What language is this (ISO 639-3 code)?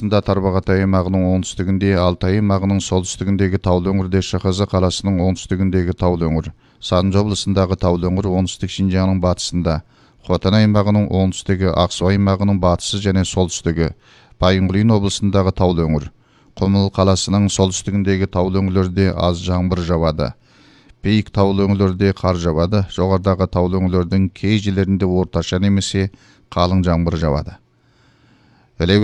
kaz